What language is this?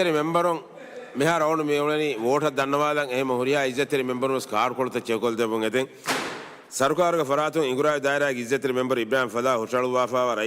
Divehi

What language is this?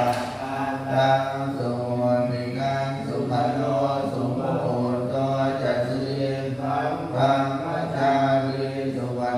Pali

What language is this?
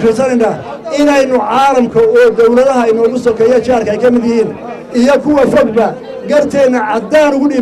Somali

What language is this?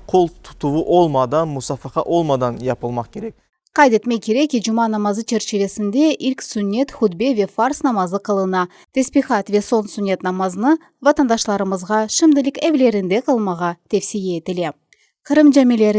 Crimean Tatar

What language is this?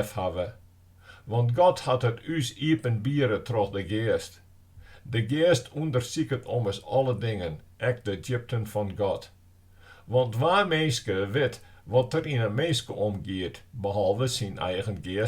Western Frisian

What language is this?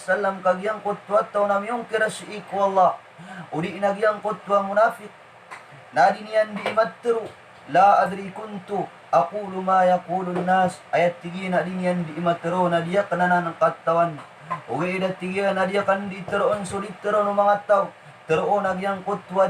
Maranao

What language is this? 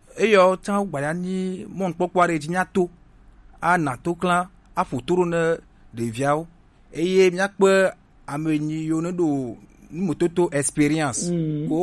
Gen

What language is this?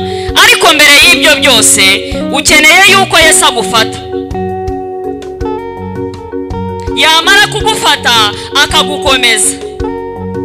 Kinyarwanda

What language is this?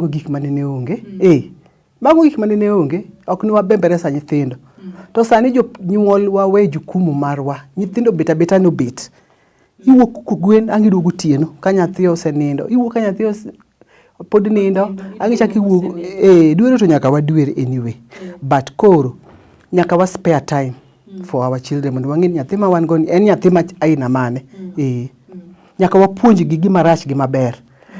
Luo (Kenya and Tanzania)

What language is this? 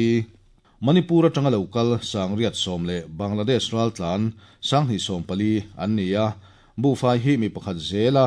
Mizo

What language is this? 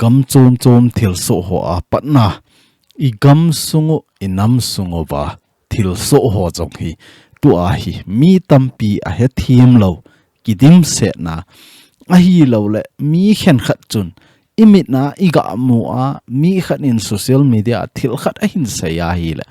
Thado Chin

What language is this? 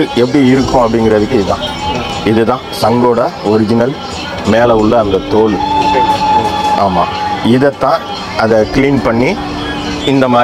Tamil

